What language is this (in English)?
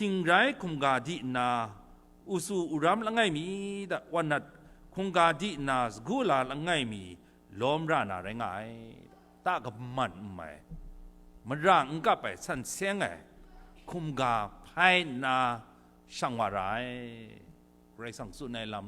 Kachin